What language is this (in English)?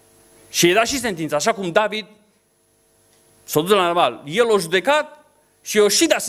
Romanian